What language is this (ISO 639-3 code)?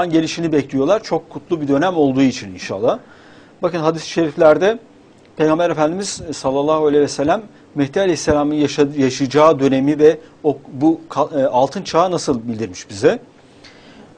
tur